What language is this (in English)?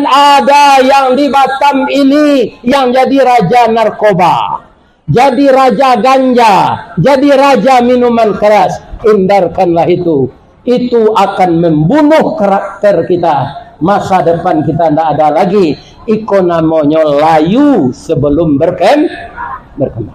Minangkabau